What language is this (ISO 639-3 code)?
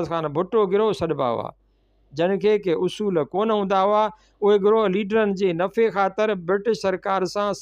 snd